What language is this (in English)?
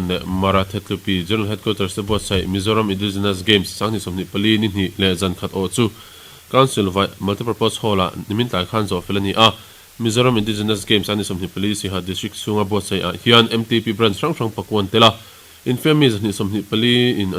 Mizo